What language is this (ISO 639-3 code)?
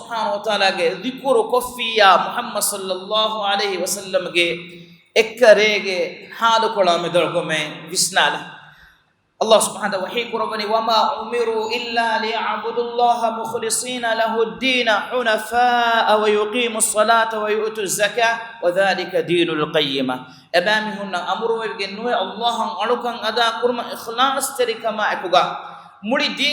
div